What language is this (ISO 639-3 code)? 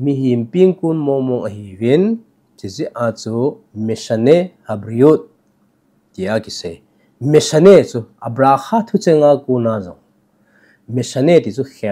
tcz